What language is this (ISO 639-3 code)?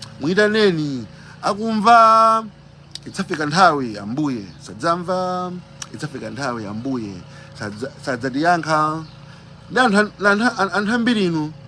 nya